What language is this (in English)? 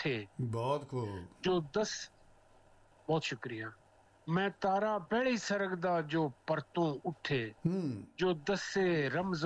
Punjabi